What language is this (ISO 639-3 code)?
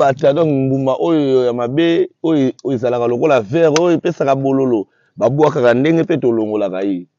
lin